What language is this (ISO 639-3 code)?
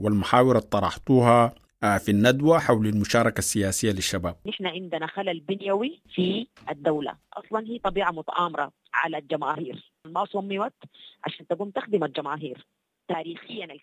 apd